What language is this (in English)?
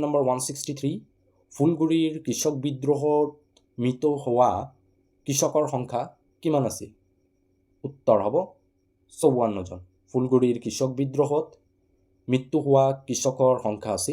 Assamese